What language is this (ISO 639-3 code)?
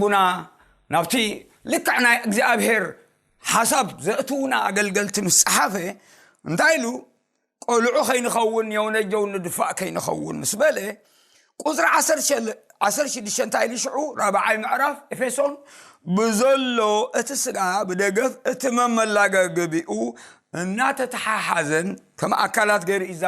tir